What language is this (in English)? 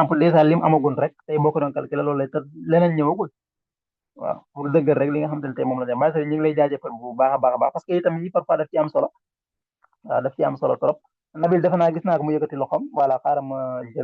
Wolof